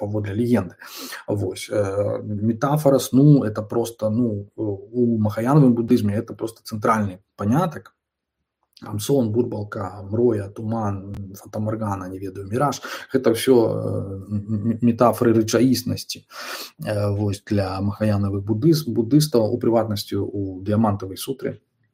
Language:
Belarusian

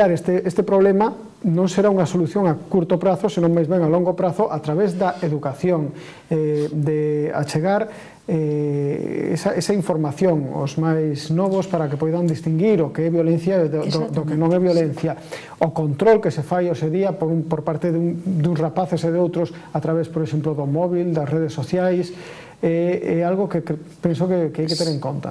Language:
Galician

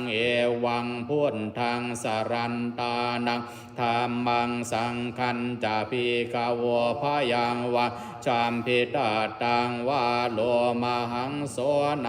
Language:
Pali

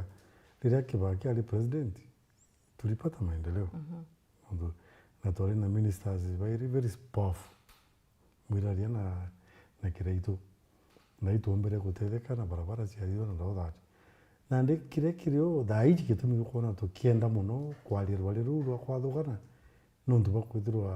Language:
Meru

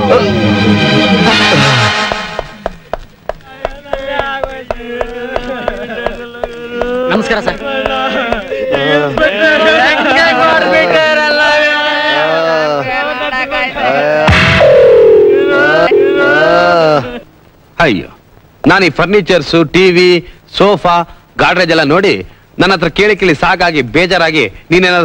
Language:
Kannada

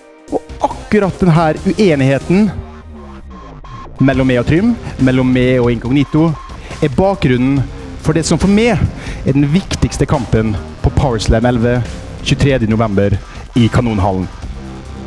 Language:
Norwegian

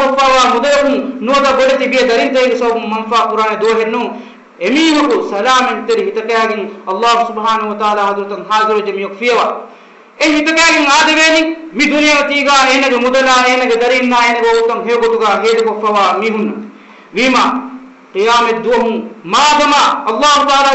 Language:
Divehi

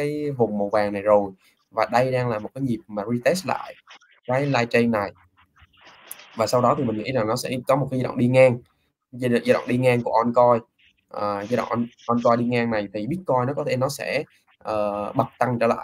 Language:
Vietnamese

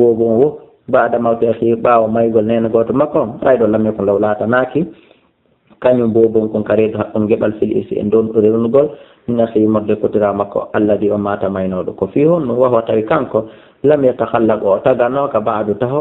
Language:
Fula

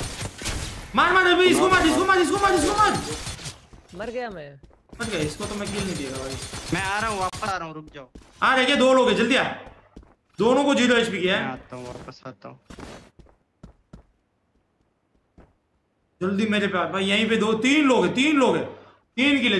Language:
Hindi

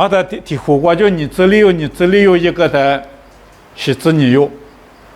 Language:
Lisu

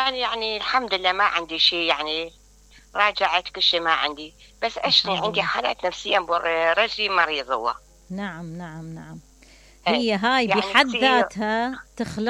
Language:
Mesopotamian Arabic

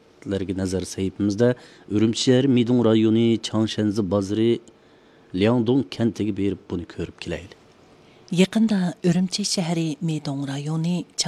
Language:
Uyghur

